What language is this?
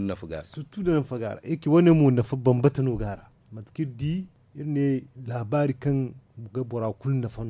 Zarma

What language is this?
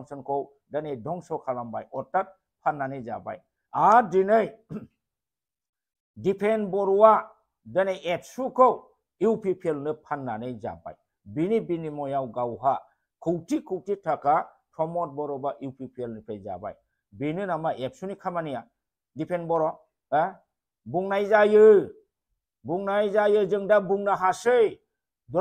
Bodo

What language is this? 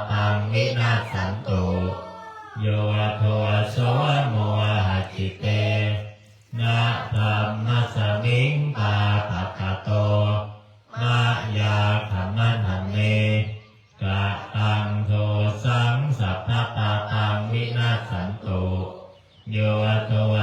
Pali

